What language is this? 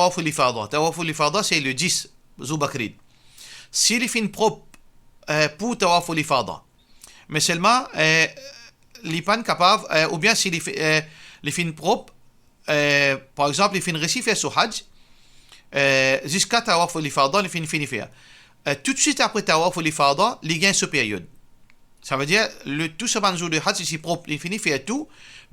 Morisyen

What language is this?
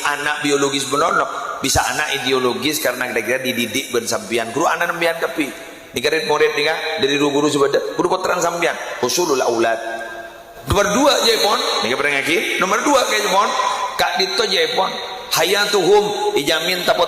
Madurese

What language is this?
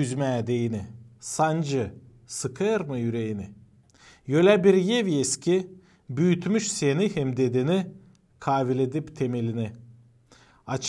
Gagauz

